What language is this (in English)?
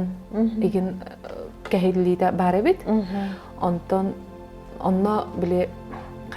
Yakut